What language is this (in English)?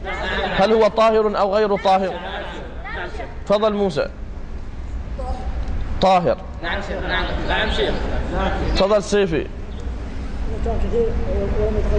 Arabic